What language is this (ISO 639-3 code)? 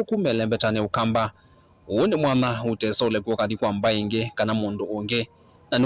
kam